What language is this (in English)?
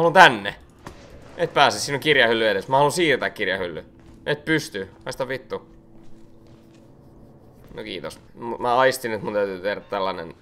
Finnish